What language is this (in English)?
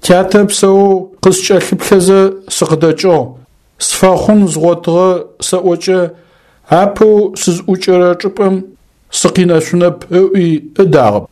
Adyghe